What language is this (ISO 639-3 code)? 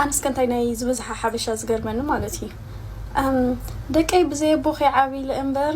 tir